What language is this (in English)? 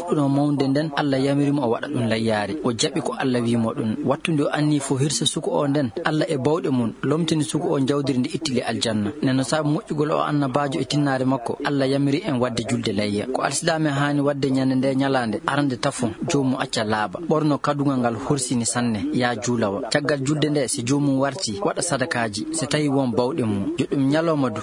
Maasina Fulfulde